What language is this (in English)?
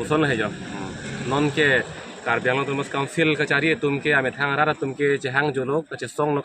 Karbi